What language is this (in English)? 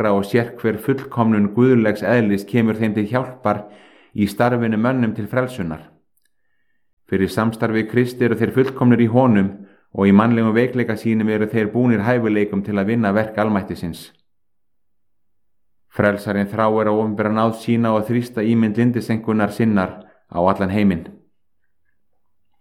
Icelandic